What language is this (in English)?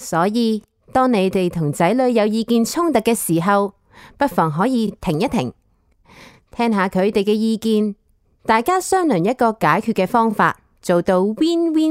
Cantonese